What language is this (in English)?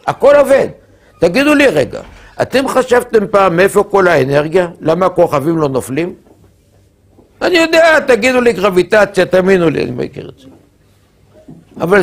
Hebrew